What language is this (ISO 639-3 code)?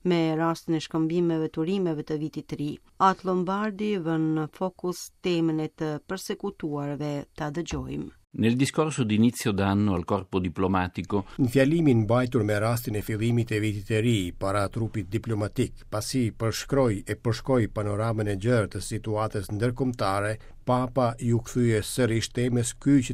sqi